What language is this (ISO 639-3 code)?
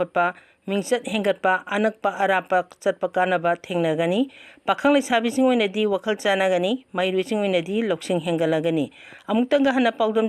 mni